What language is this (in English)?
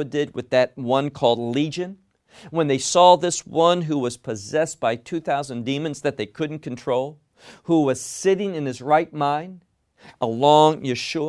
English